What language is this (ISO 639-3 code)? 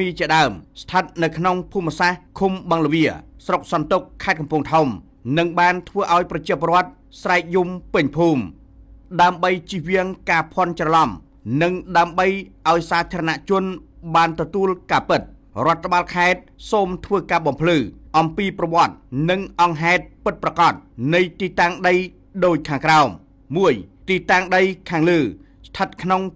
khm